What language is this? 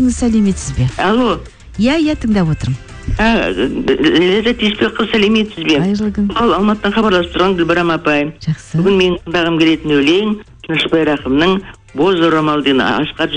Kazakh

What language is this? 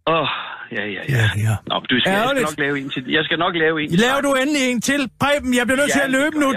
Danish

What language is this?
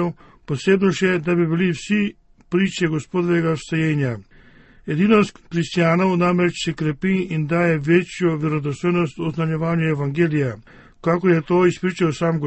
Slovenian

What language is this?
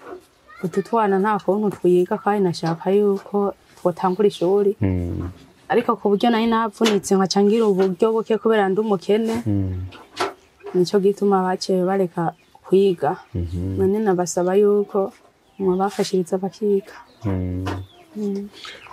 Rundi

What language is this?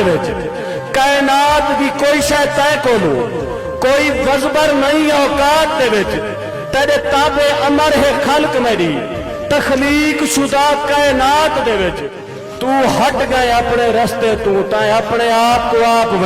Saraiki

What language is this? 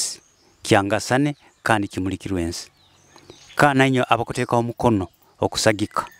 Nyoro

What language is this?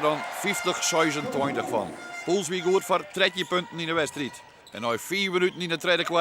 Western Frisian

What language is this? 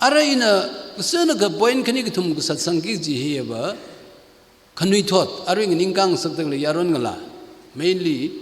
Tangkhul Naga (India)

